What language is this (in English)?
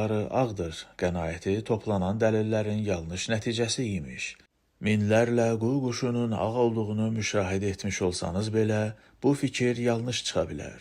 Azerbaijani